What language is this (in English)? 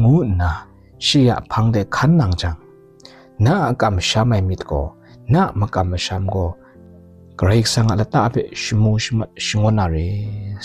Kachin